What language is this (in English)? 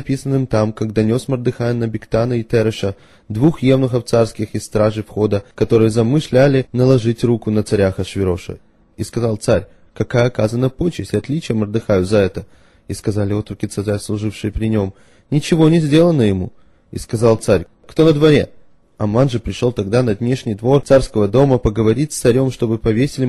Russian